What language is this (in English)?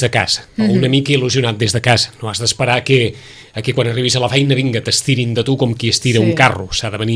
Catalan